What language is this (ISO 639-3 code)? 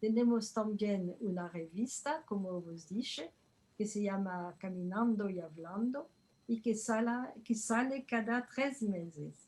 lad